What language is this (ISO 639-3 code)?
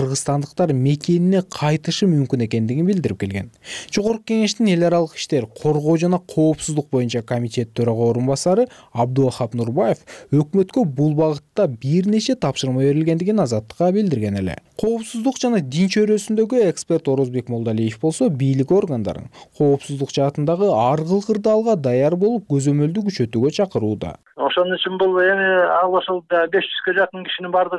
kir